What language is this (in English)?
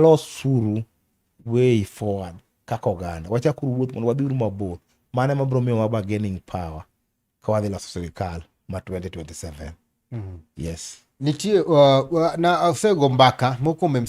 Luo (Kenya and Tanzania)